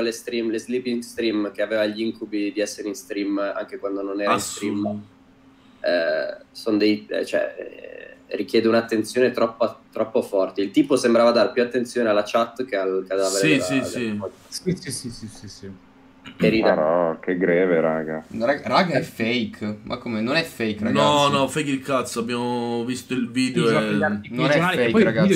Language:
Italian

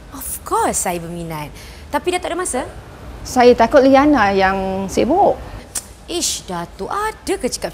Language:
Malay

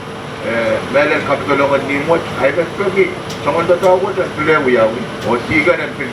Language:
Pohnpeian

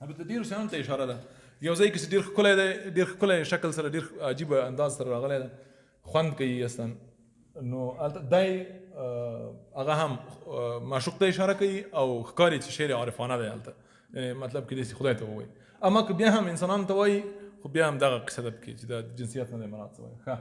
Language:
Pashto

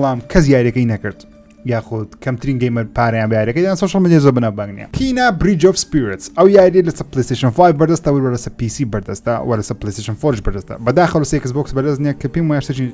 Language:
Central Kurdish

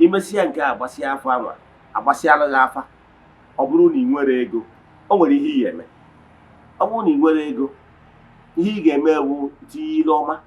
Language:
Igbo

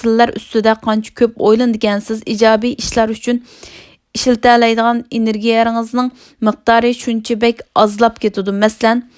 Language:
Uyghur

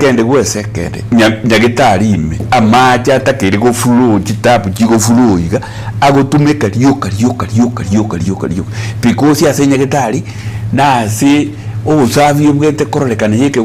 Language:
Gusii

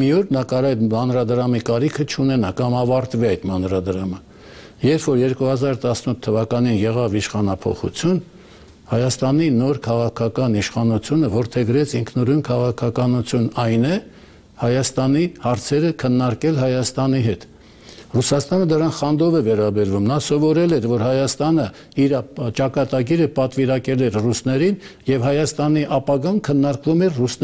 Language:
Armenian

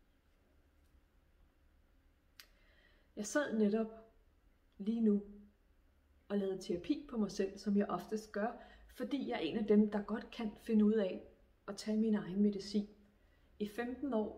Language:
Danish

